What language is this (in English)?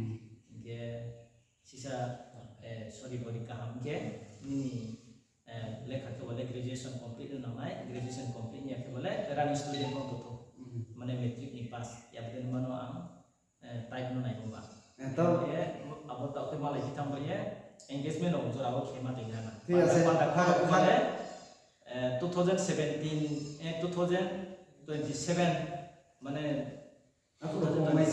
Riang (India)